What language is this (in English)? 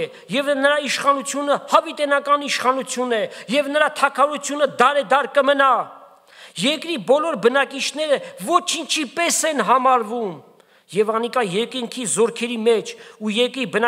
Armenian